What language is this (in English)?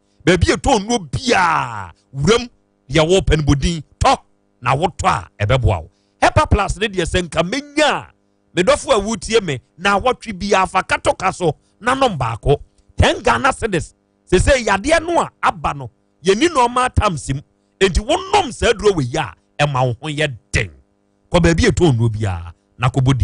Akan